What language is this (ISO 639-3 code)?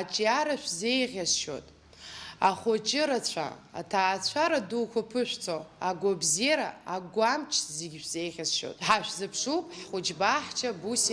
abk